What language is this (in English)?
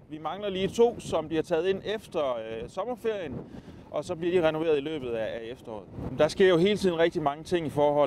Danish